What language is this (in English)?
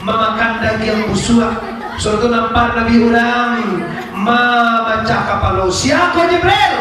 Minangkabau